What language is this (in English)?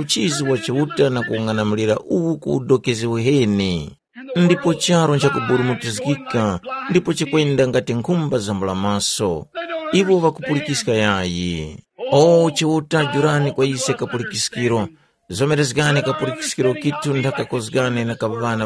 Tumbuka